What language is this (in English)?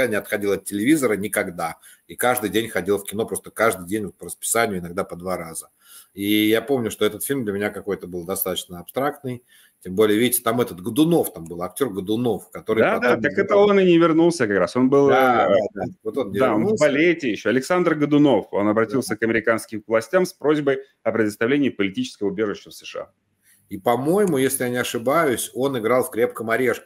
Russian